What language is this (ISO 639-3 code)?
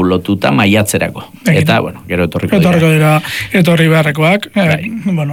eus